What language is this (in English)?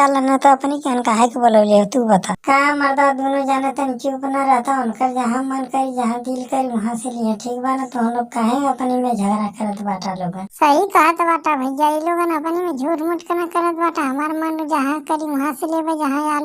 Bhojpuri